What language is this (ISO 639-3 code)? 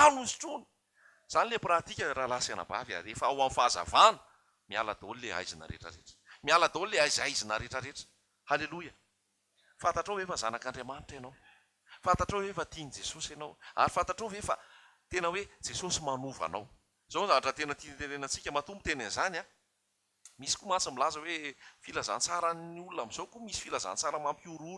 mlg